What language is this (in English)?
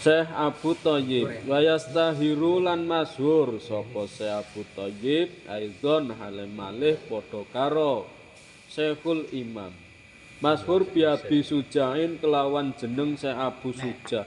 Javanese